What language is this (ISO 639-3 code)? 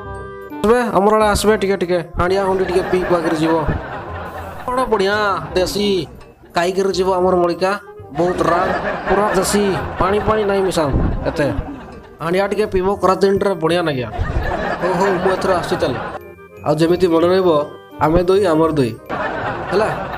ori